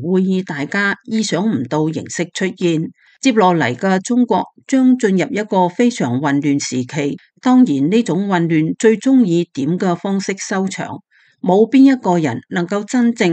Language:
Cantonese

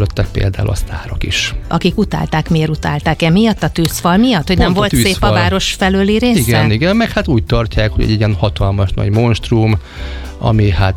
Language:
Hungarian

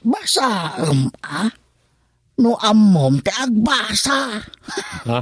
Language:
Iloko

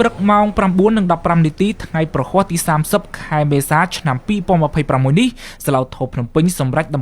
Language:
Khmer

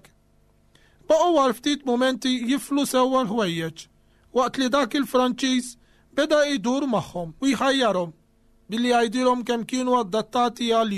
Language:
Maltese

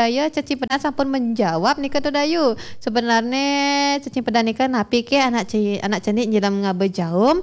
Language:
Balinese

